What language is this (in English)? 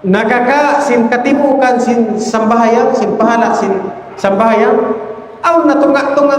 Tausug